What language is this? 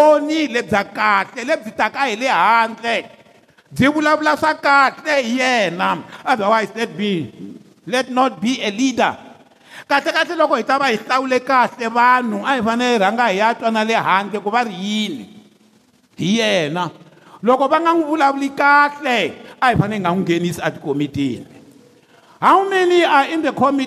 Tsonga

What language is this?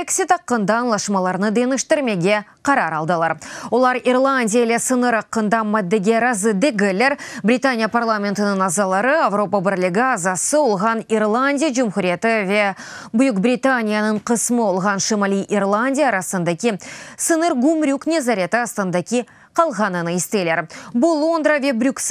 Crimean Tatar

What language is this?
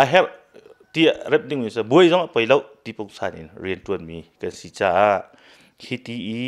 Hakha Chin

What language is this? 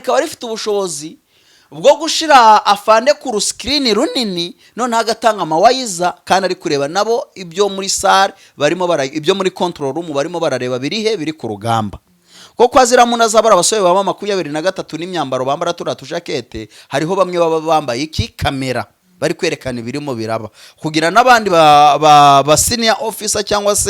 Kinyarwanda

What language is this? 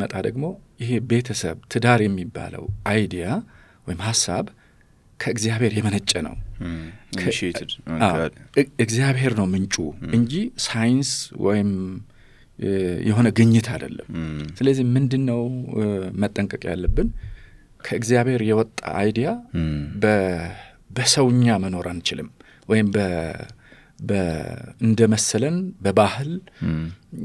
Amharic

